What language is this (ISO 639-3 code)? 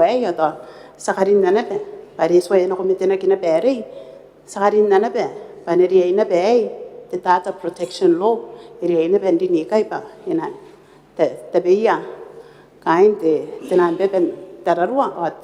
gil